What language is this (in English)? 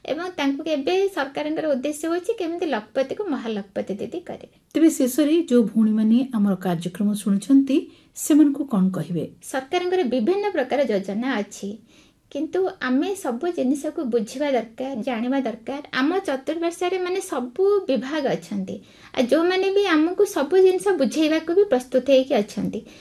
Odia